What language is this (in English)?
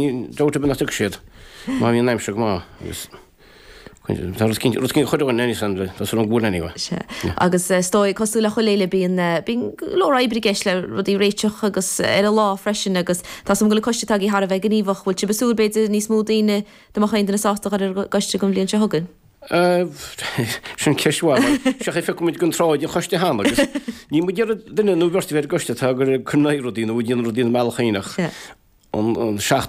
Irish